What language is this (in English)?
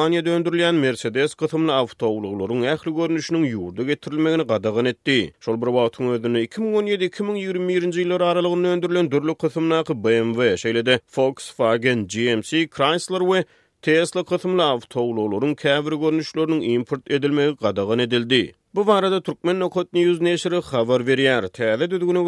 Turkmen